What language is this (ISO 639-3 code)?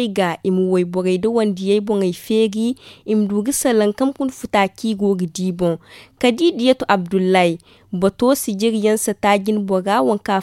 dje